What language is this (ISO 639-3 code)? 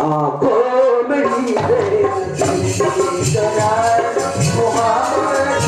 hne